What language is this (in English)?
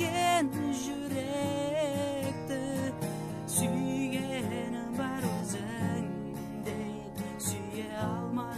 Kazakh